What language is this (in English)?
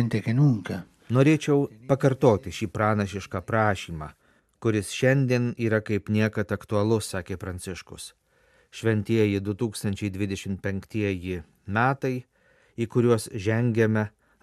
Lithuanian